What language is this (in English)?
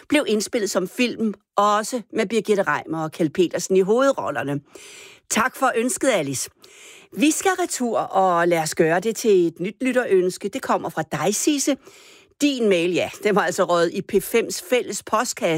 Danish